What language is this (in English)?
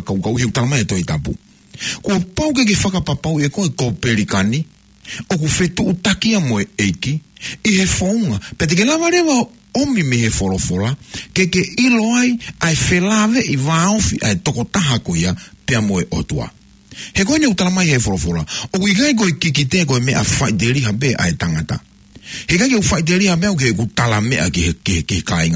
Tongan